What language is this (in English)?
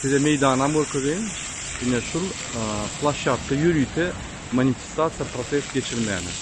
Turkmen